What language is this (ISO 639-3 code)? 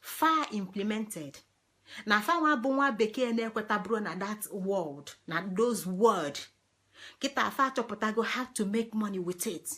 ibo